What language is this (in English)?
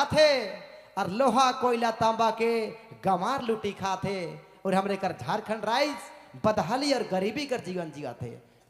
Sadri